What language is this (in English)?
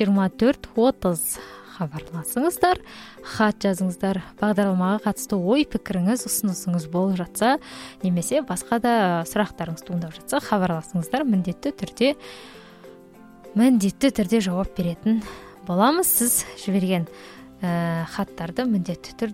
Kazakh